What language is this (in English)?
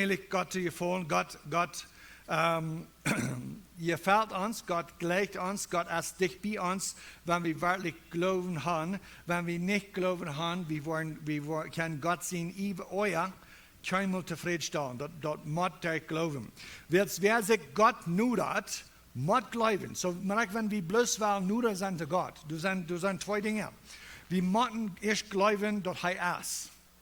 Plautdietsch